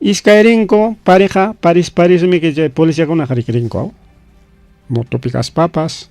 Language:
Ayacucho Quechua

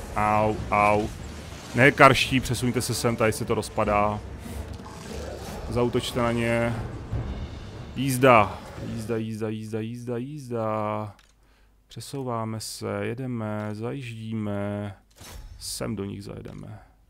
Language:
Czech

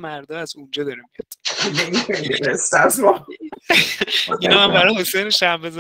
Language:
Persian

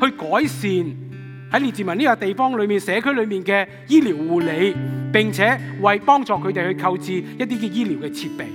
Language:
Cantonese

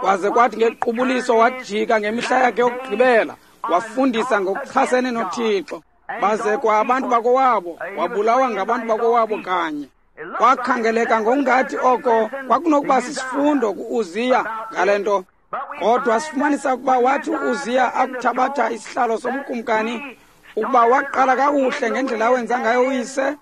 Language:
Xhosa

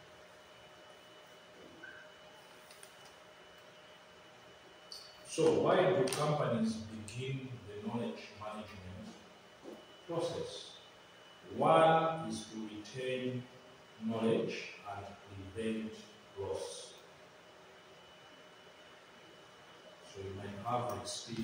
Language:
English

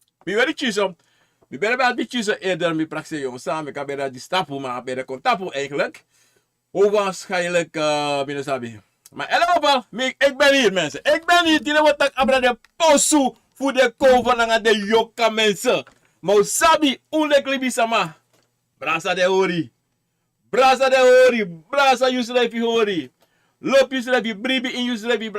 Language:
Sranan Tongo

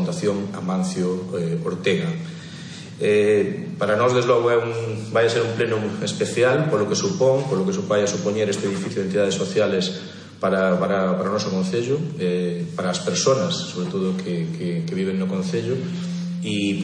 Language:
Galician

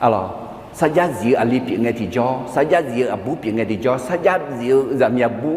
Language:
Akha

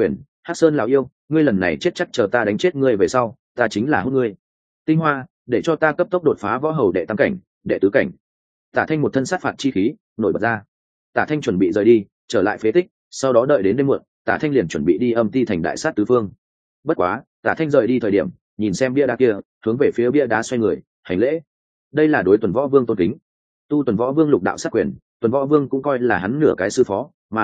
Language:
Vietnamese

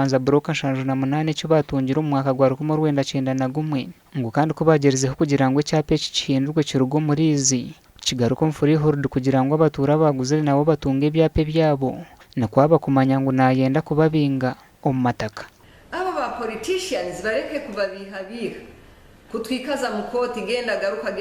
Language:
Nyankole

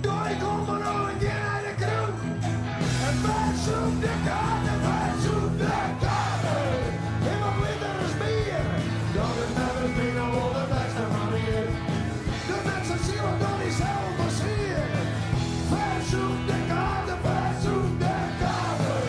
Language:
Western Frisian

